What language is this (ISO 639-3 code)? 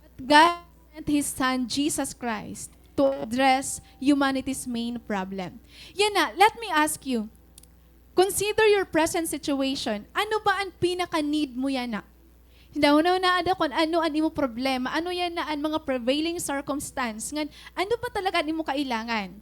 war